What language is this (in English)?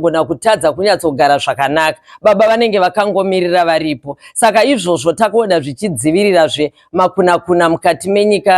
Shona